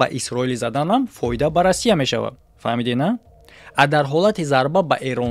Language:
Tajik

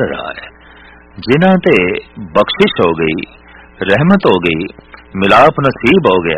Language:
Punjabi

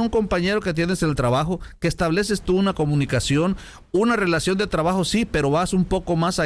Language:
Spanish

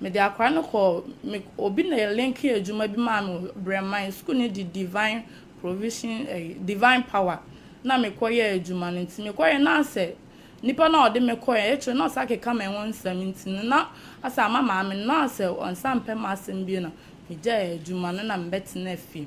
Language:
Akan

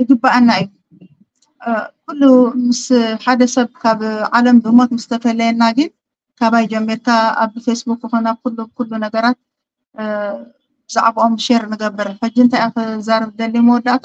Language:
Tigrinya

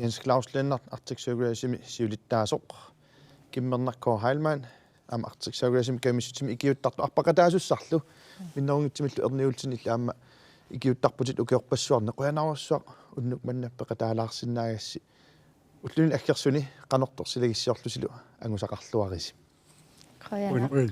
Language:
Kalaallisut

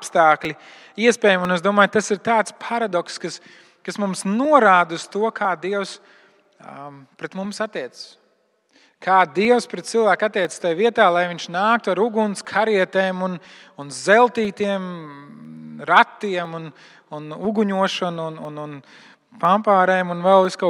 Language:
Latvian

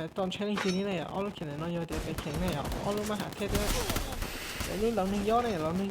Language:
Hmong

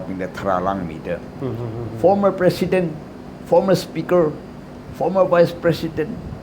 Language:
Tangkhul Naga (India)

